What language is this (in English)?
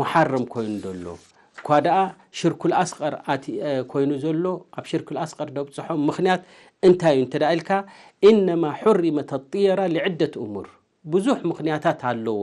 Tigrinya